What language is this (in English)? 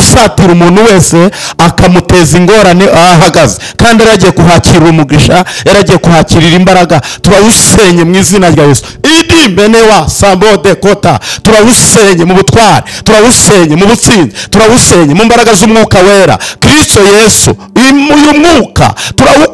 Kinyarwanda